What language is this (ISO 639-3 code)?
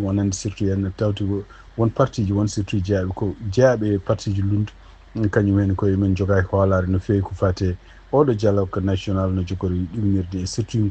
ful